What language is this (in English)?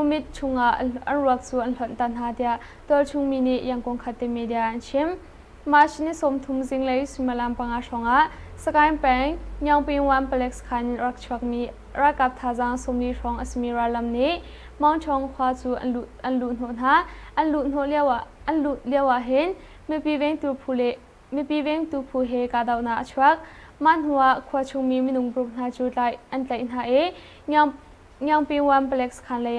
Hakha Chin